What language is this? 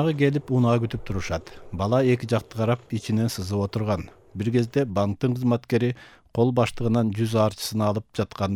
Kyrgyz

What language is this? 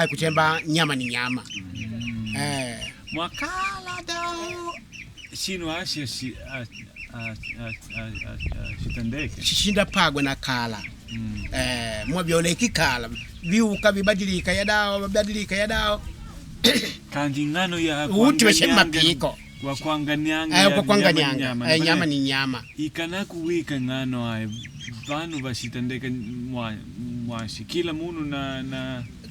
Makonde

